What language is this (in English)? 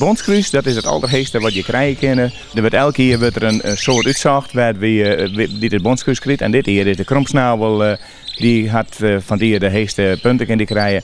Western Frisian